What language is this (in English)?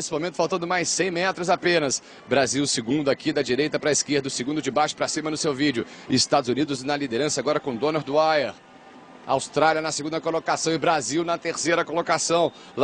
Portuguese